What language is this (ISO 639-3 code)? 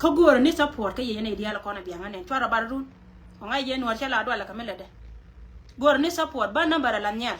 nus